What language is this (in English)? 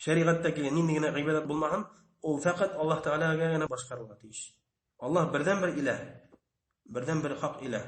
Bashkir